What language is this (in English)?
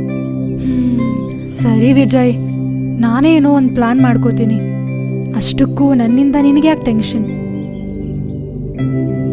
Kannada